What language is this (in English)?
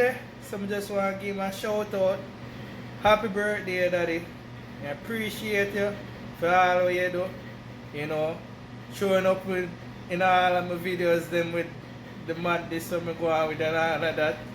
Jamaican Creole English